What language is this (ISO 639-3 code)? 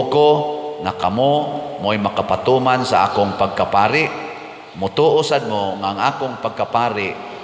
ceb